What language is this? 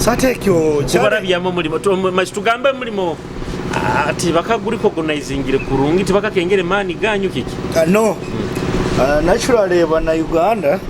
Nyoro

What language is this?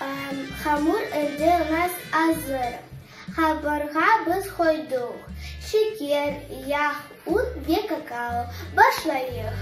Crimean Tatar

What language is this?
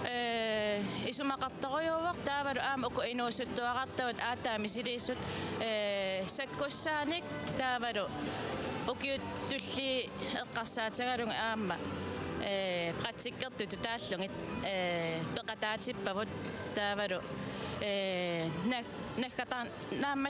Kalaallisut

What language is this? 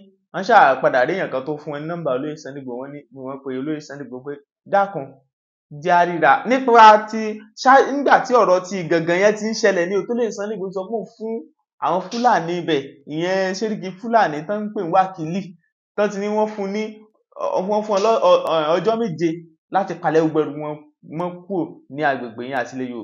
Yoruba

